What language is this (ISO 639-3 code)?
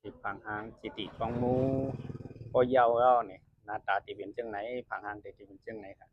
shn